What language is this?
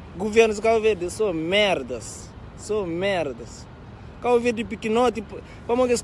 Kabuverdianu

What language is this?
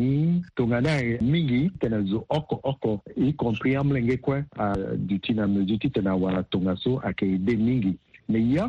Sango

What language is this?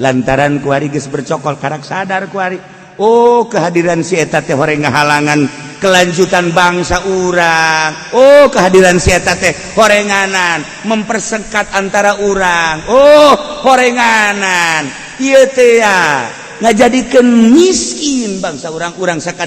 Sundanese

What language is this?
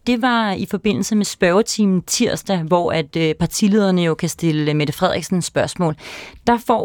Danish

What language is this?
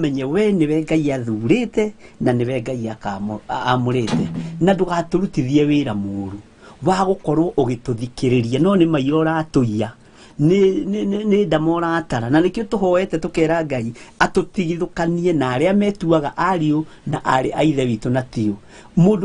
Kikuyu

